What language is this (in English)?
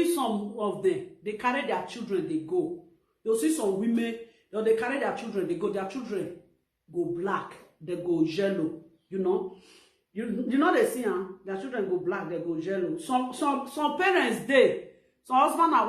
Nigerian Pidgin